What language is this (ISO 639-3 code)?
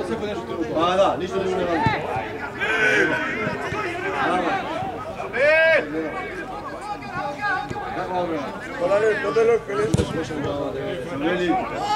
swe